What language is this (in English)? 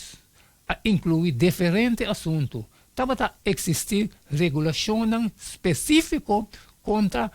Papiamento